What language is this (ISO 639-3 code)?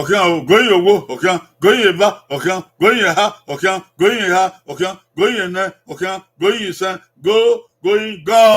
bin